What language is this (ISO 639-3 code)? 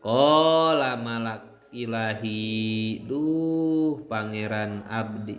sun